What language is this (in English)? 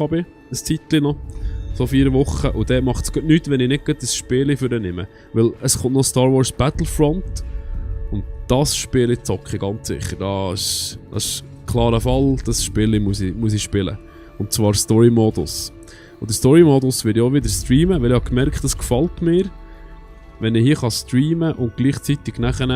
Swiss German